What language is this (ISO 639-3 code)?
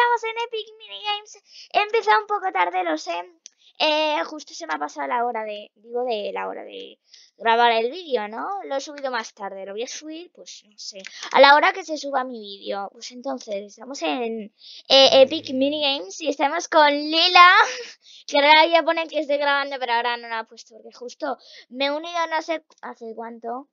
spa